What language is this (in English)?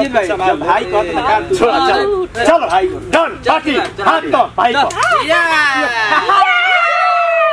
Bhojpuri